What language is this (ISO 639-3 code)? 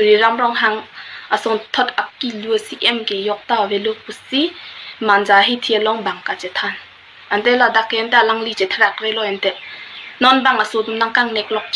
mjw